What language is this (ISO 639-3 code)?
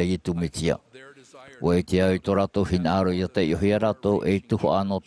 tah